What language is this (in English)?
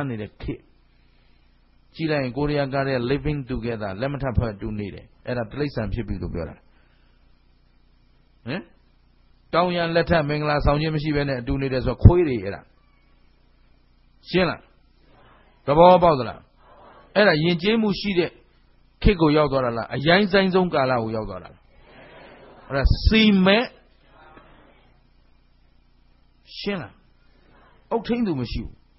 Burmese